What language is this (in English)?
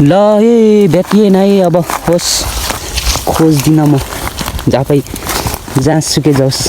Nepali